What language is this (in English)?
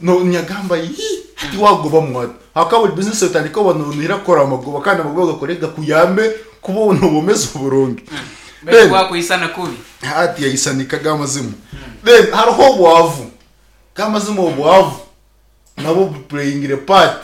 Nyankole